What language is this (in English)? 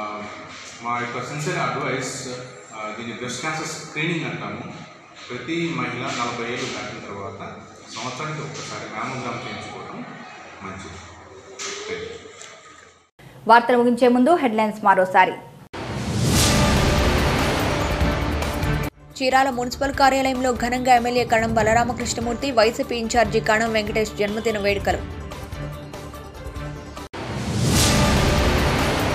Telugu